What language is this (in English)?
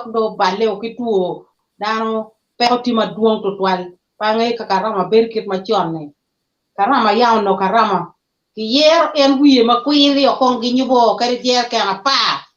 Acoli